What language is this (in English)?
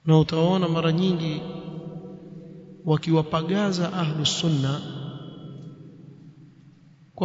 Swahili